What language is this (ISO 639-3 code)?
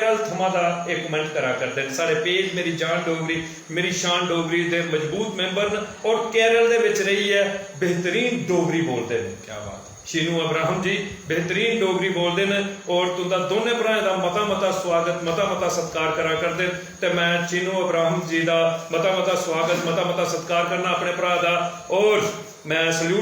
doi